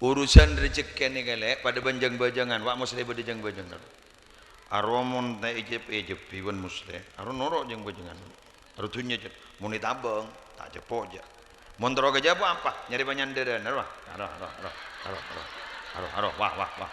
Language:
Madurese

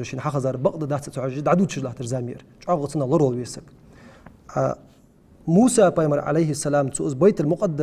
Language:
Ingush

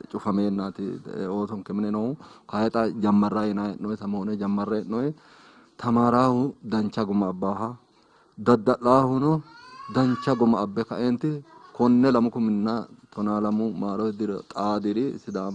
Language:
Sidamo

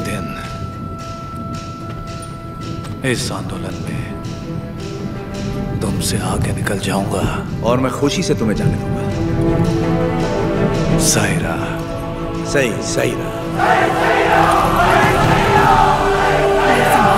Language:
Hindi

